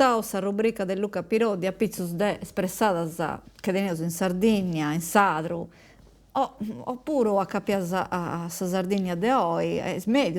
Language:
Sardinian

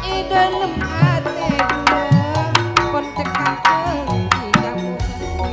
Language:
Madurese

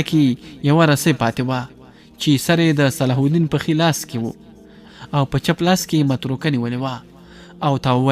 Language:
Pashto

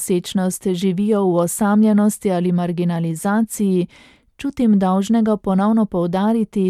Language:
Slovenian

